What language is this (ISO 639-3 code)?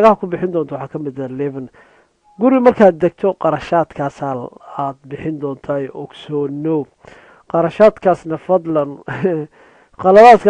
som